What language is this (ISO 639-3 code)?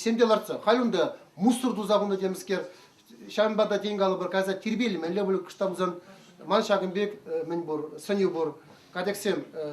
chv